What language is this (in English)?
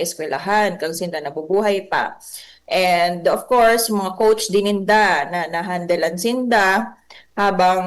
Bikol